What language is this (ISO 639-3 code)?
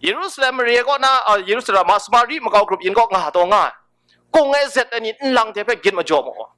kac